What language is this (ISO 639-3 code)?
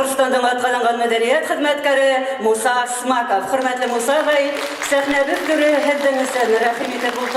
bak